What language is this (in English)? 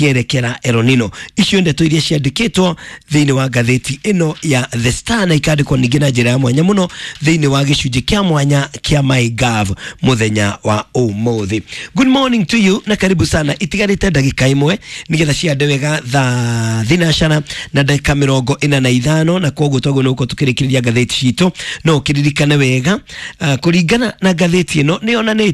Kikuyu